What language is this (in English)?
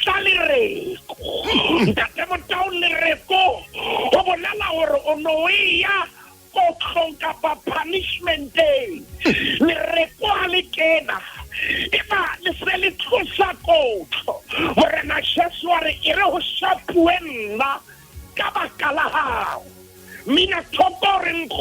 Southern Sotho